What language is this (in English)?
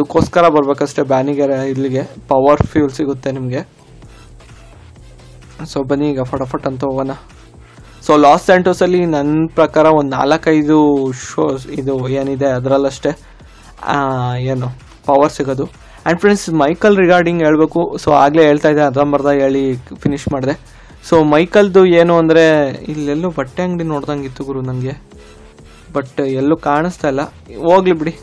Kannada